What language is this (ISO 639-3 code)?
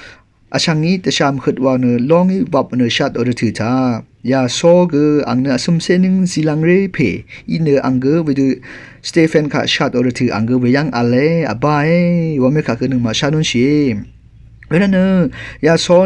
raw